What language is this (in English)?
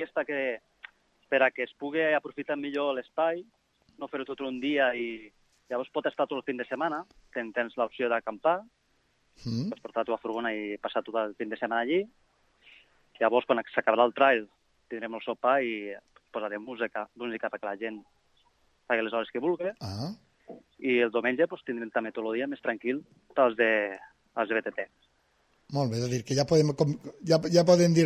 Catalan